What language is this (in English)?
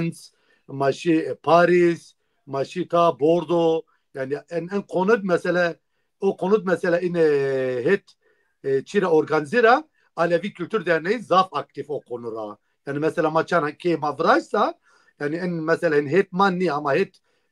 Zaza